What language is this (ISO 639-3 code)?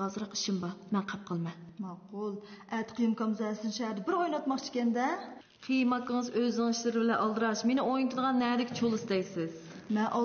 uig